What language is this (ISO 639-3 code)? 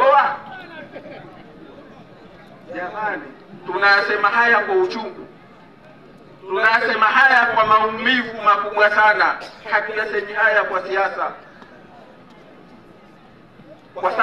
swa